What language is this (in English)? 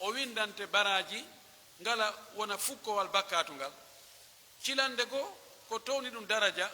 Pular